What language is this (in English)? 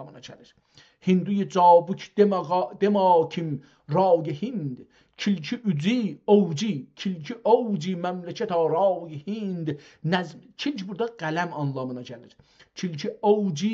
South Azerbaijani